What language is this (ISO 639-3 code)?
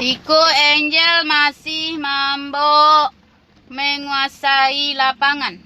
min